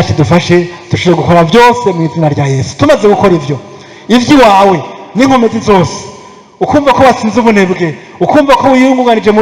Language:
Rundi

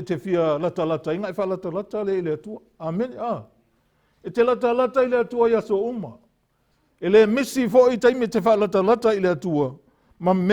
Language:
Samoan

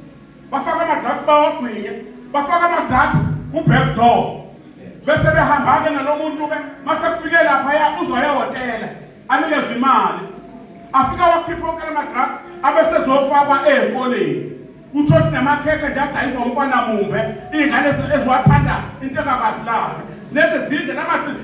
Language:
Zulu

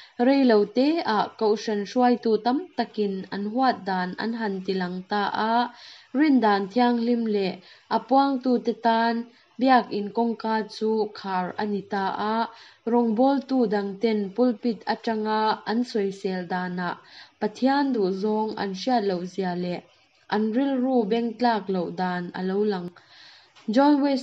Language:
Mizo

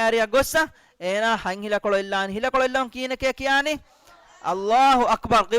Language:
Divehi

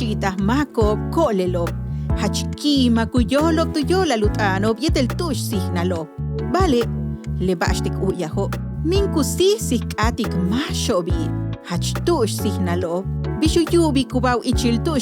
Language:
Yucateco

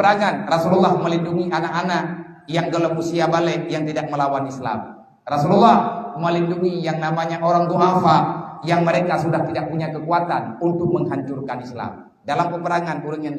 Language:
Achinese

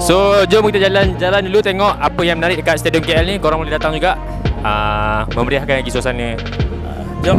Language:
Malay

